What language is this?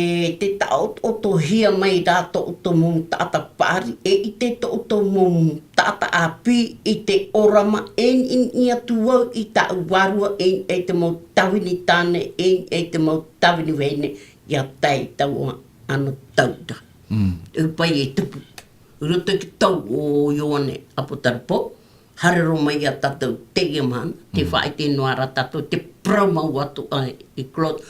Tahitian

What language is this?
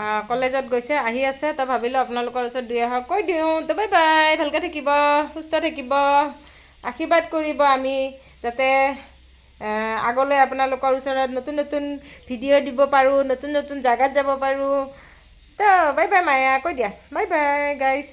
Assamese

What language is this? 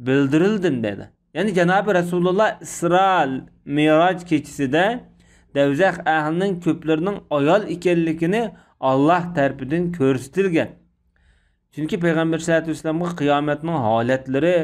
Uyghur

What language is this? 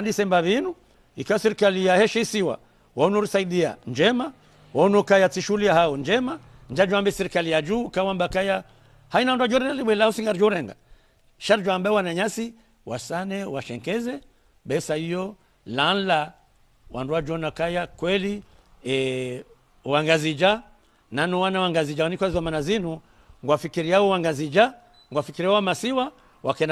Ngazidja Comorian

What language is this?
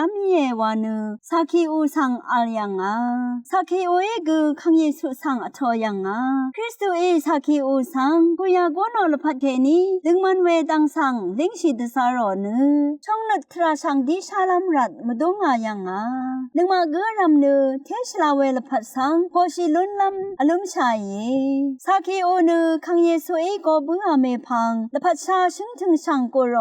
Rawang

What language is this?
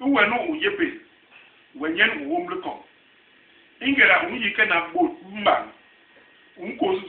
Basaa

